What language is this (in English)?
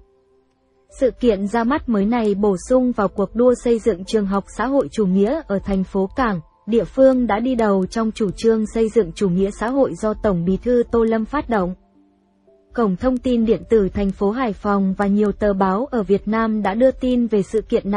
Vietnamese